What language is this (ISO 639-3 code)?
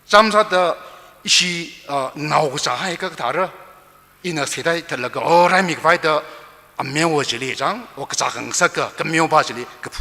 nmf